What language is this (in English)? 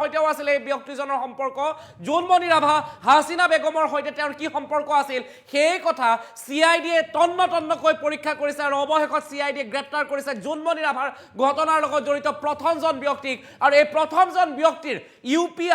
Assamese